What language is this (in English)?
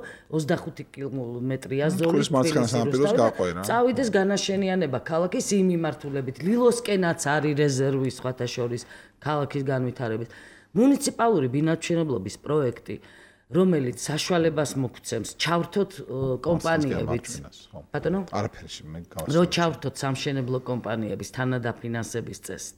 Georgian